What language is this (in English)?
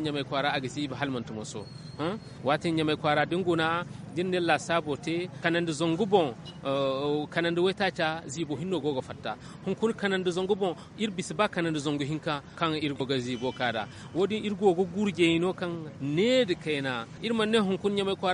Zarma